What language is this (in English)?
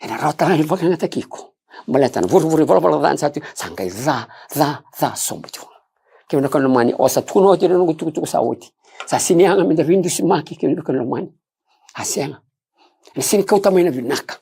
Fijian